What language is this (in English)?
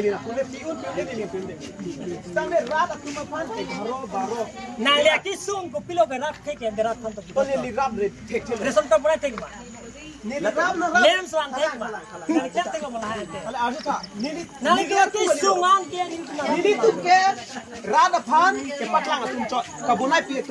Karbi